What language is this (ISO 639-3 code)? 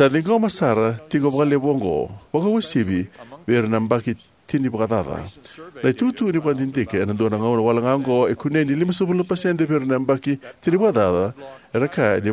fij